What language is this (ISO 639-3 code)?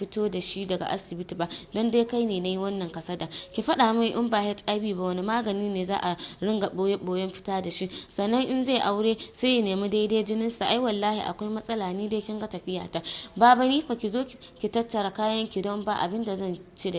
hau